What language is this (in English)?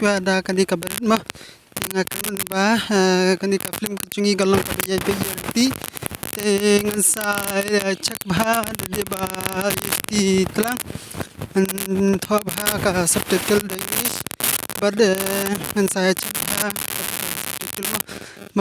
Khasi